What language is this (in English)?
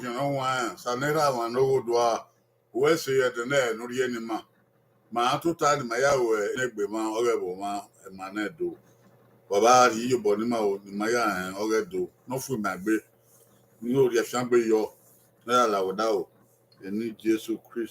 Bini